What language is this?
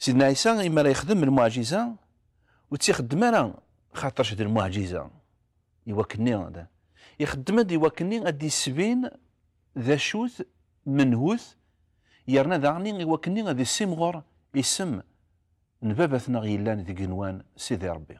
Kabyle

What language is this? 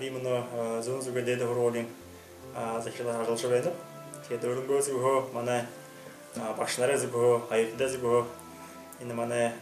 Buriat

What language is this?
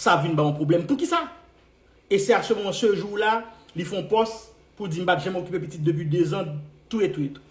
Haitian Creole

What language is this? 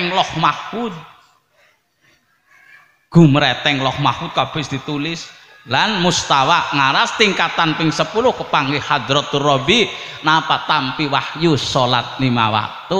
Javanese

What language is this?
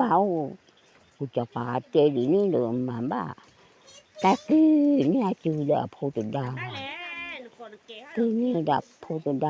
S'gaw Karen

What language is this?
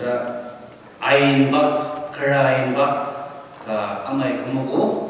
Ao Naga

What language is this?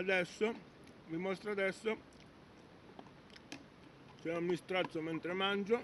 Italian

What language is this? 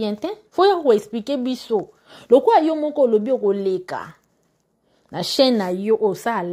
Lingala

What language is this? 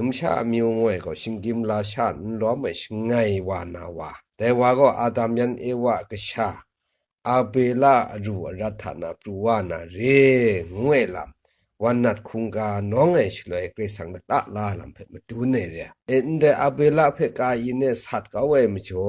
Kachin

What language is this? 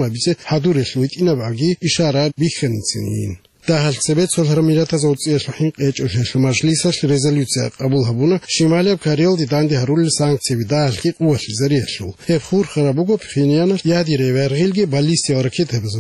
Avaric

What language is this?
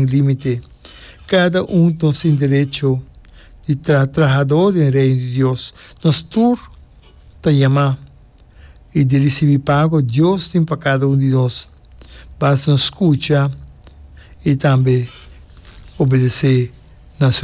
Papiamento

